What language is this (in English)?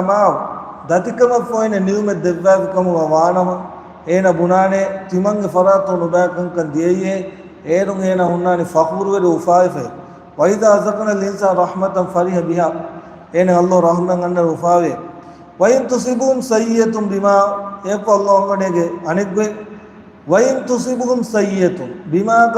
Divehi